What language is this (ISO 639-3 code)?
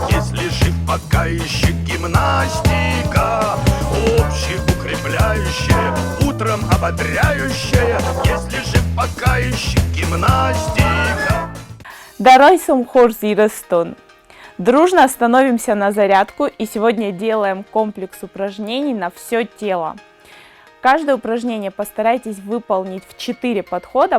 oss